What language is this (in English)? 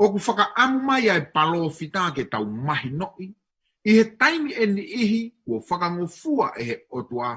Tongan